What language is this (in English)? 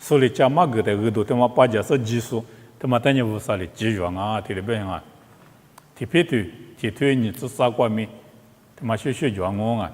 Lisu